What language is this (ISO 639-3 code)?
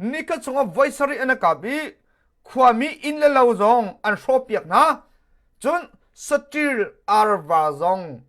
cnh